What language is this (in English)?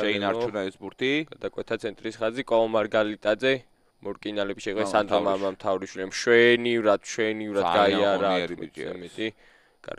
Georgian